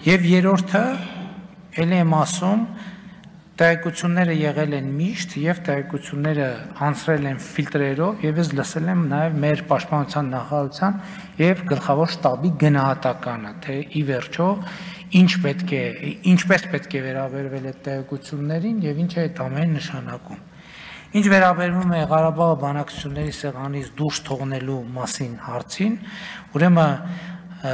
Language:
Armenian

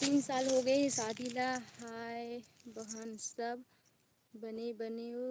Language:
Chhattisgarhi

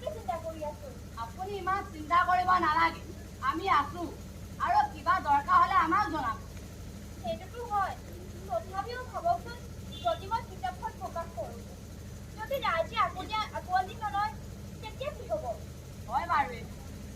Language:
Assamese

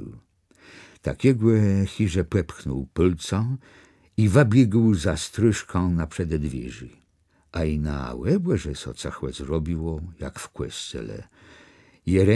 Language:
Kashubian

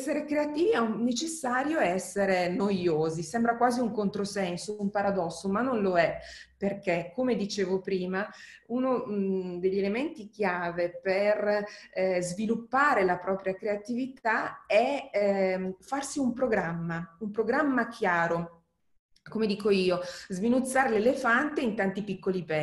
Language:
Italian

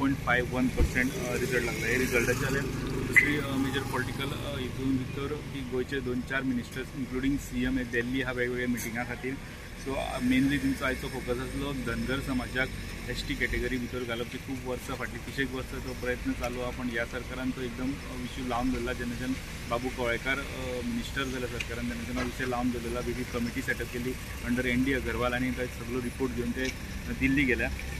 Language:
Konkani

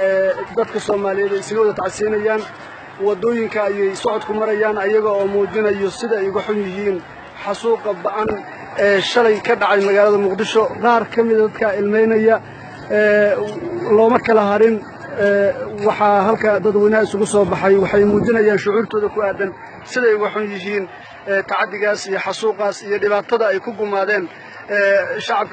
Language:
Somali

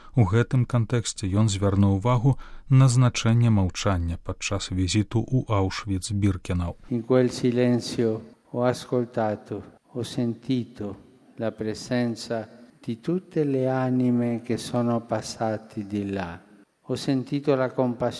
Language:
Belarusian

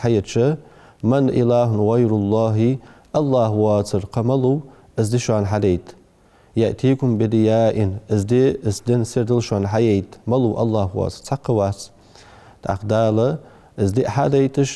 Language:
Ingush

